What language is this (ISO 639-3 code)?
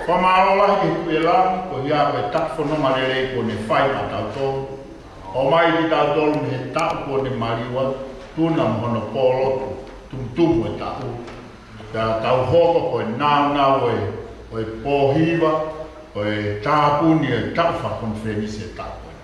ton